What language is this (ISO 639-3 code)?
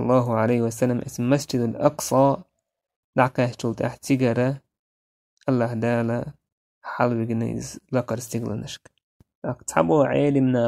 che